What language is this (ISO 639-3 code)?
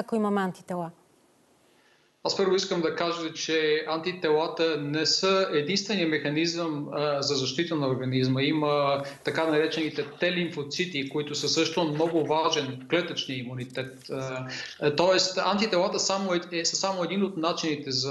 bul